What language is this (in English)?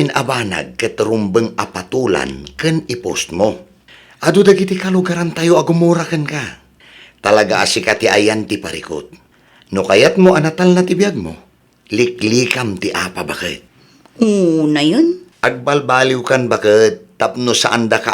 Iloko